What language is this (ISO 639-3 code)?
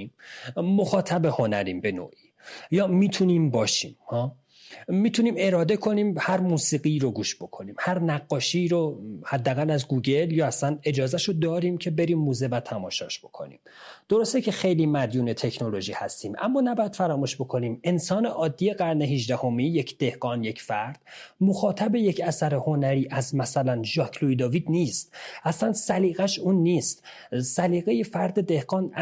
fas